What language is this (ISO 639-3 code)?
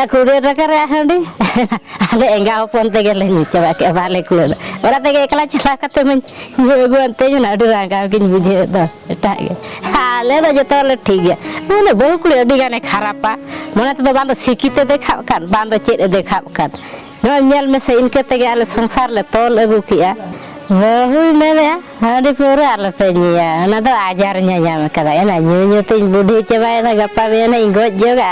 sat